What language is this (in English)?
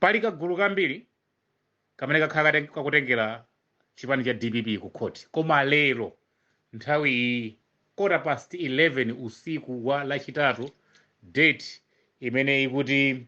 Nyanja